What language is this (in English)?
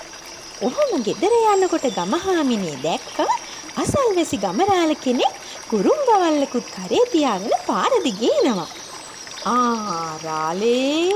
Sinhala